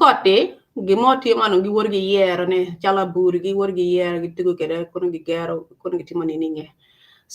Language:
Acoli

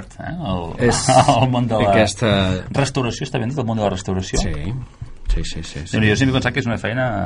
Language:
Catalan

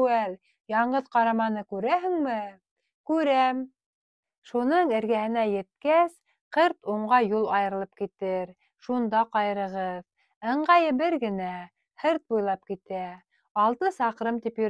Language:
Bashkir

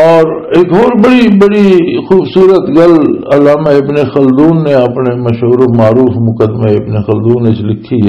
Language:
Western Panjabi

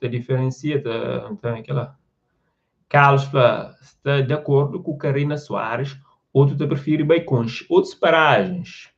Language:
Kabuverdianu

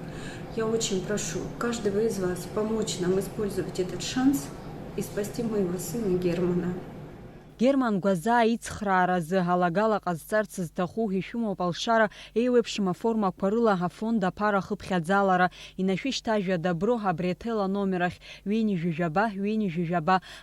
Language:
Abkhazian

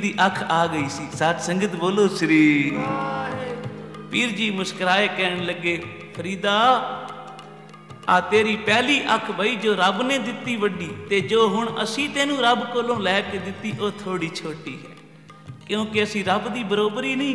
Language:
Punjabi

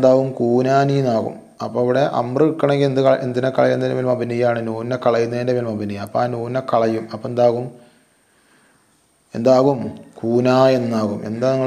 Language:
Malayalam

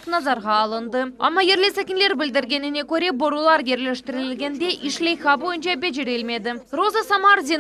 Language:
Crimean Tatar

